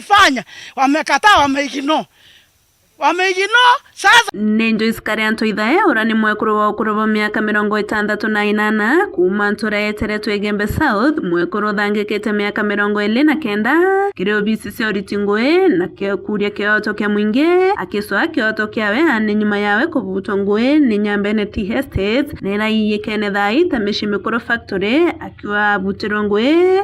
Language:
Meru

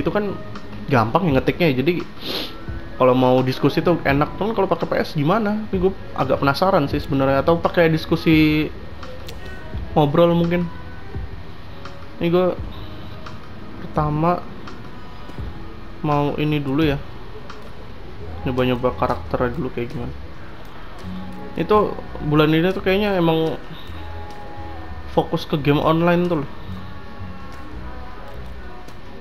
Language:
Indonesian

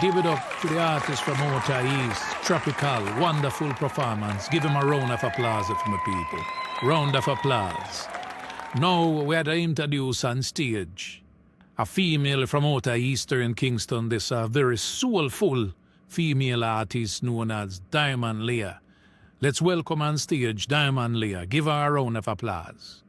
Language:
Jamaican Creole English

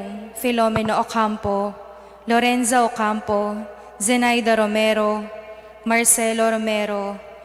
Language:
Pampanga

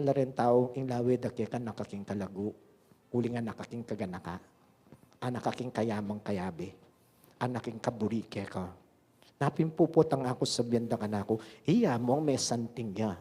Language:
Pampanga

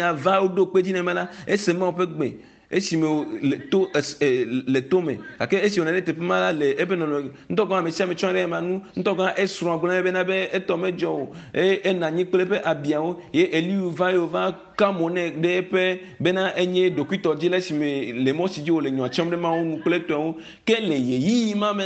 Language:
Ewe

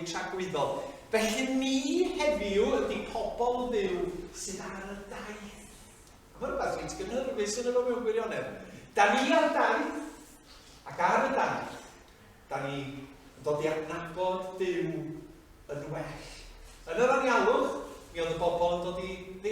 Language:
Welsh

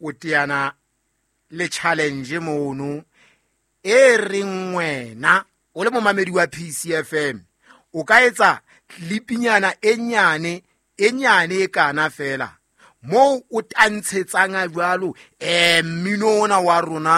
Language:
Southern Sotho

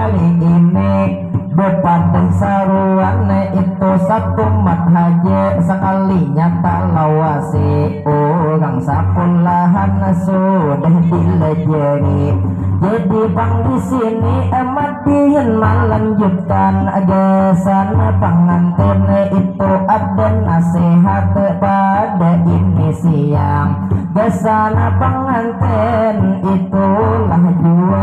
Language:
Banjar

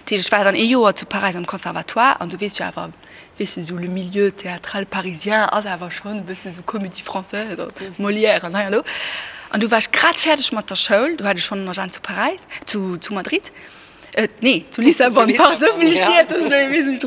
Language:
Luxembourgish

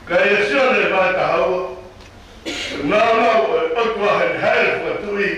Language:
Tongan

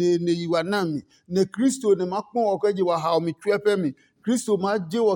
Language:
Adangme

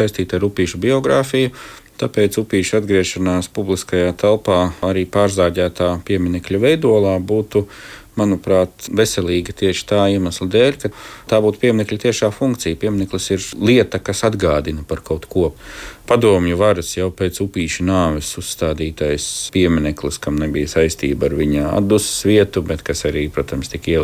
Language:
Latvian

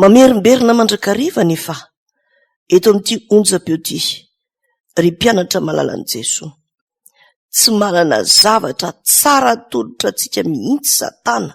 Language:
Malagasy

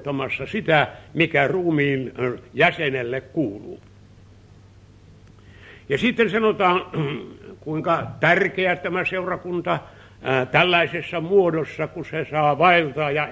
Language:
Finnish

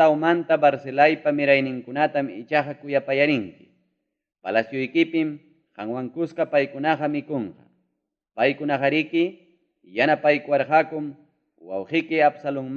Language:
Ayacucho Quechua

